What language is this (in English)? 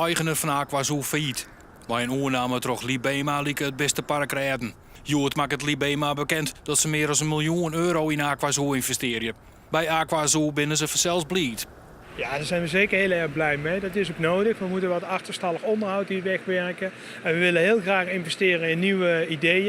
Western Frisian